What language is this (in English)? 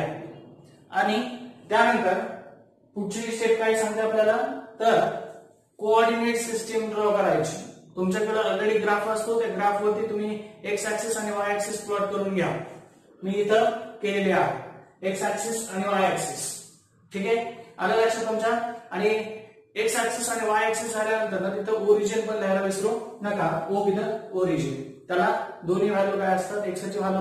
Marathi